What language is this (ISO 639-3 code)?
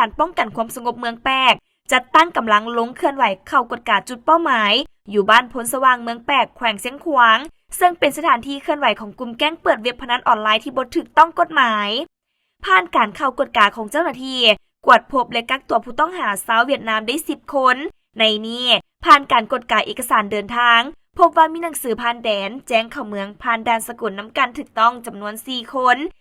lao